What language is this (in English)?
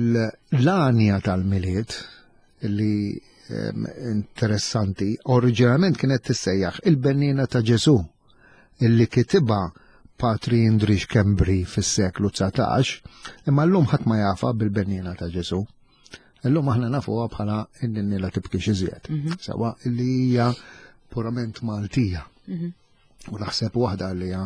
Maltese